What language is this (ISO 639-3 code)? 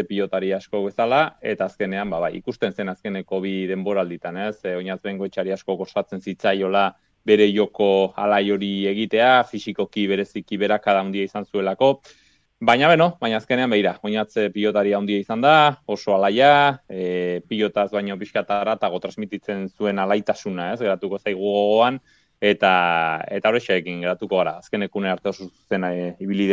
eus